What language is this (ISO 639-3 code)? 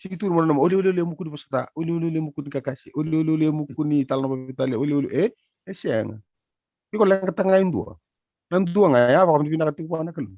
fij